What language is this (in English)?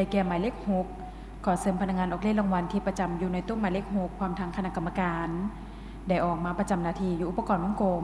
Lao